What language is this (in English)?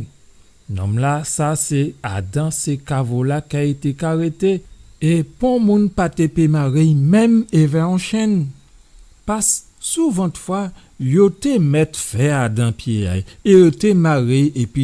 Guadeloupean Creole French